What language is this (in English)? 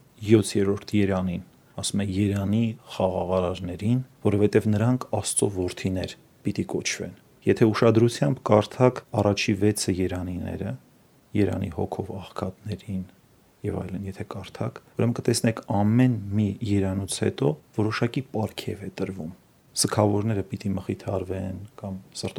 Armenian